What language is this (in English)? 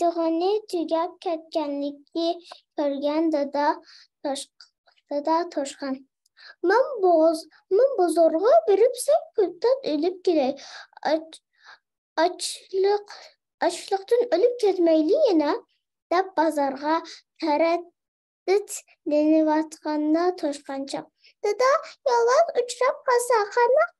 Uyghur